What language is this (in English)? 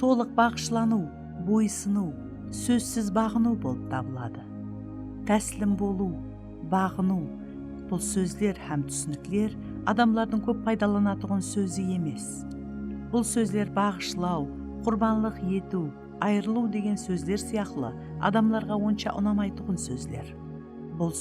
Kara-Kalpak